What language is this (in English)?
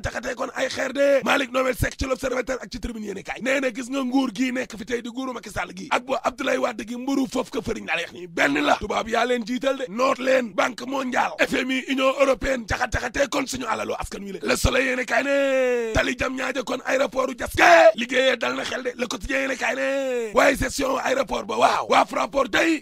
Wolof